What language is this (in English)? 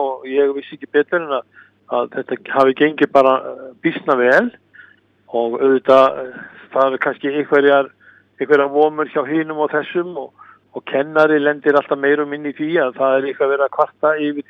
Icelandic